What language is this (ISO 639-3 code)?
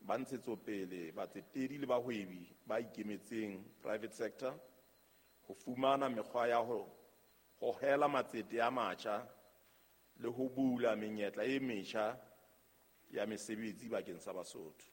sot